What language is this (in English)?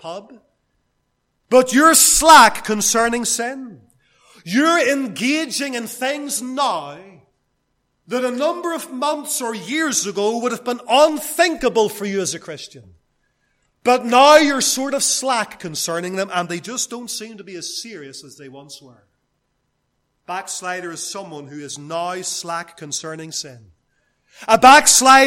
English